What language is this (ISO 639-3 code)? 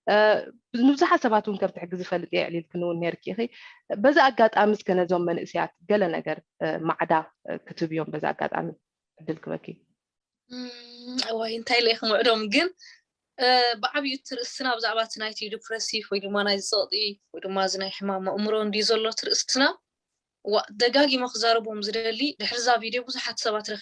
tir